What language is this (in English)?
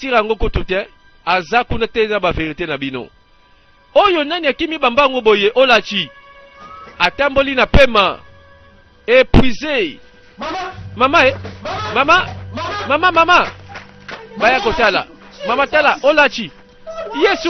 Lingala